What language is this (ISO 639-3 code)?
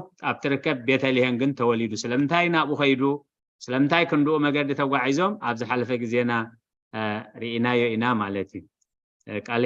tir